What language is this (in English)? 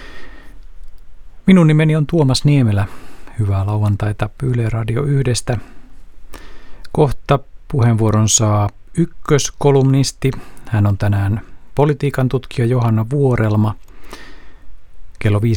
Finnish